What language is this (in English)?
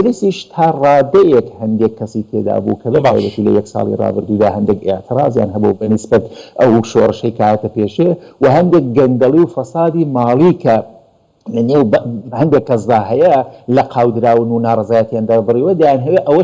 Central Kurdish